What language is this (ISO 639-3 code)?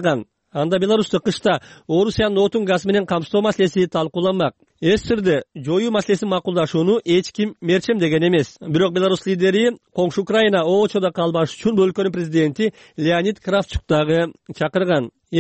kir